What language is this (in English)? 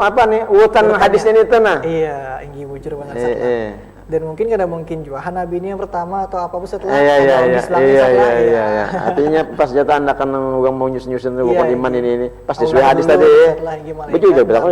Banjar